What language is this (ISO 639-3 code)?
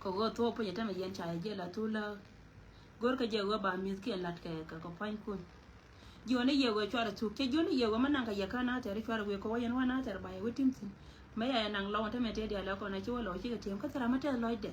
nus